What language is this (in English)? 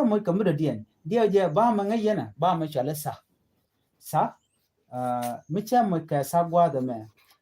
Nuer